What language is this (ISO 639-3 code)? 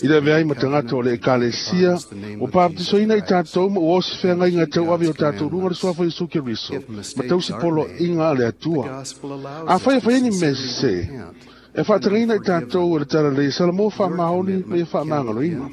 smo